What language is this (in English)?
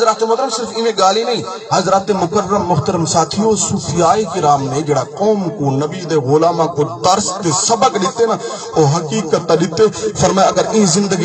Saraiki